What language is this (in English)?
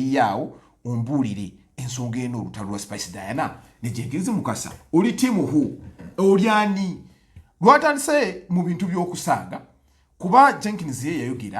Ganda